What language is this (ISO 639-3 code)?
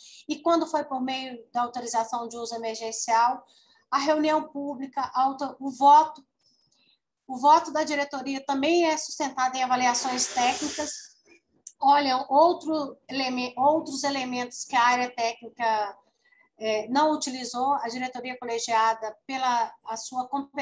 por